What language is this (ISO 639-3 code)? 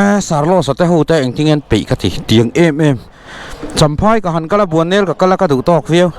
lus